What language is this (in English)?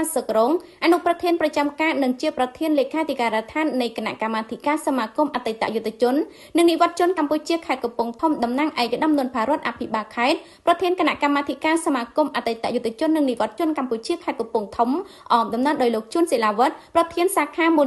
Khmer